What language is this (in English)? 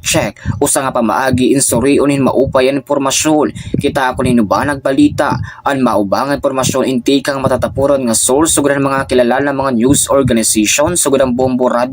Waray